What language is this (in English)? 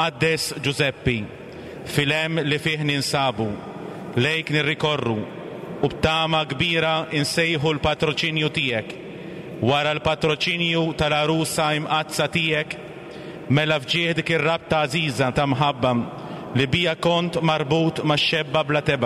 Maltese